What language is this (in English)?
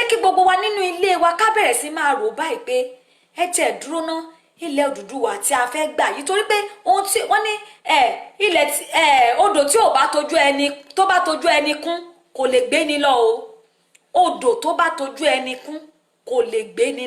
Yoruba